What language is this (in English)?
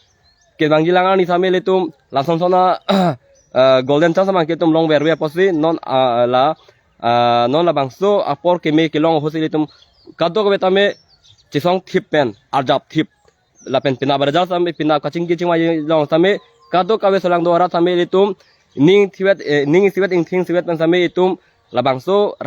Karbi